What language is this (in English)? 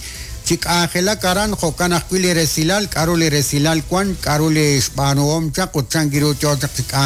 Kekchí